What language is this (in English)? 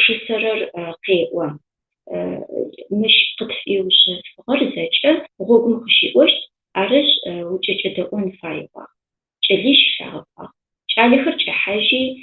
Adyghe